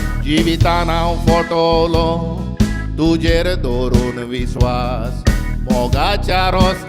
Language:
Konkani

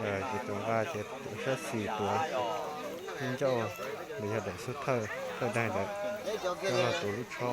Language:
Hmong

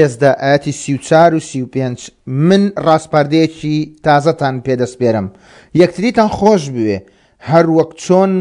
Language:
Central Kurdish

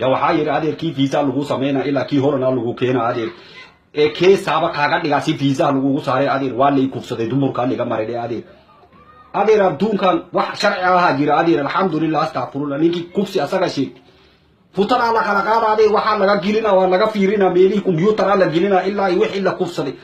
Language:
Somali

